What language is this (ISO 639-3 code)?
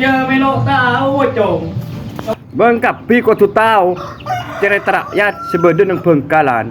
mad